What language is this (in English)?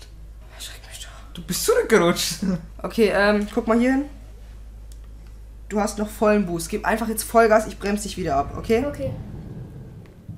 German